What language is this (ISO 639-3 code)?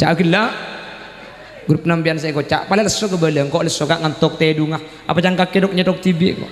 mad